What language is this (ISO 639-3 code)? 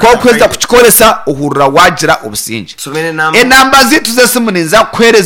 nyn